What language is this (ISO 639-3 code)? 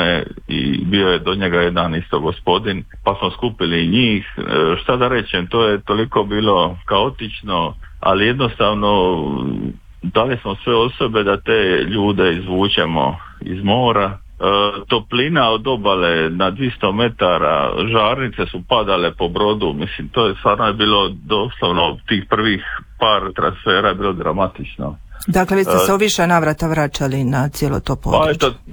hrv